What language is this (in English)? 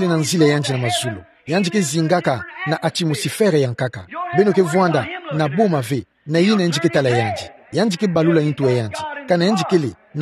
Kituba (Democratic Republic of Congo)